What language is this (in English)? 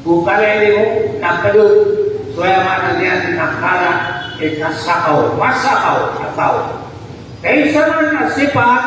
Maranao